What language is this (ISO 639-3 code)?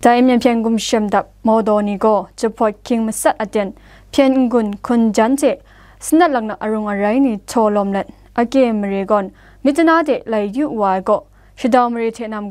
kac